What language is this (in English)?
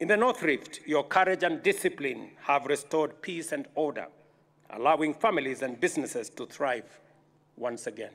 Meru